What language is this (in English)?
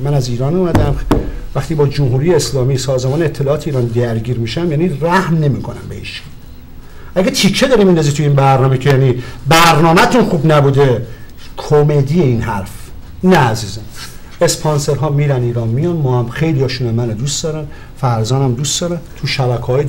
Persian